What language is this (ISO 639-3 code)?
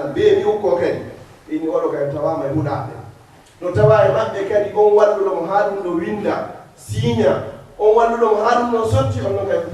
ful